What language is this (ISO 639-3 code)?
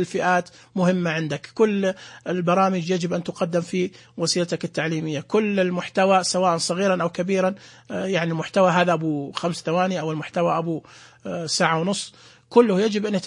ars